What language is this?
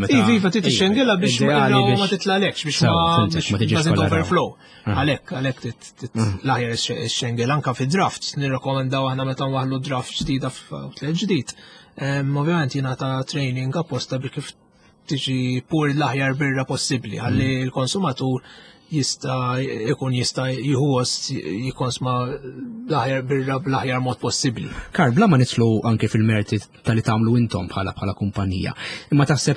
Maltese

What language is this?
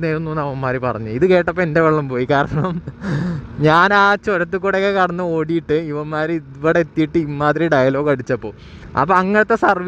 Malayalam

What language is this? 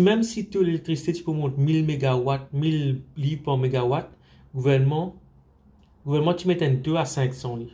Morisyen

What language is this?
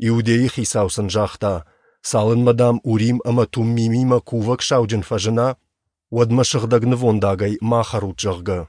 Ossetic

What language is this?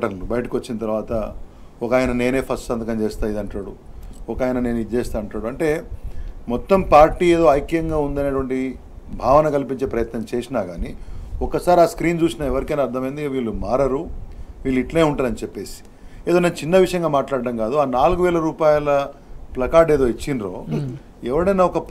Telugu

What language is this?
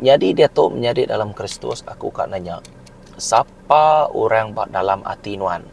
Iban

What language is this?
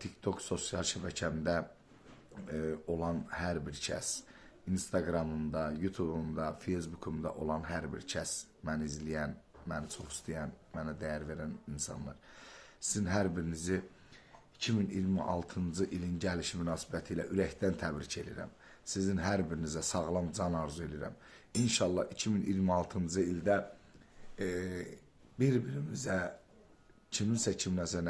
Azerbaijani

